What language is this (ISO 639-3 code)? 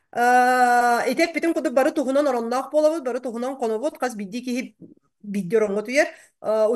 sah